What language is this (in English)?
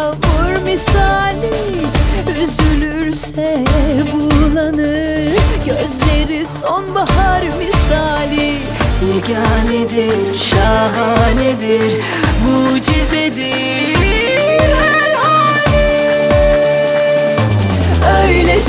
Turkish